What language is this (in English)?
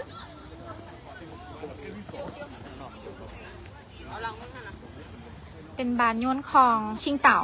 Lao